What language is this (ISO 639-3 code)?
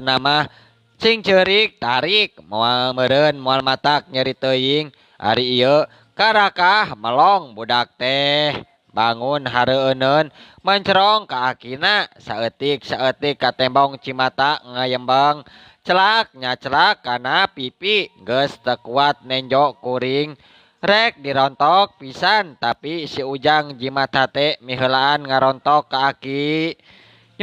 sun